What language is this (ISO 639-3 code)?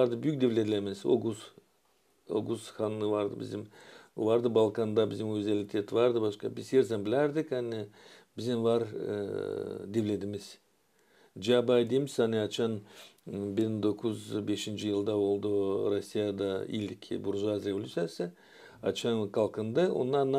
gag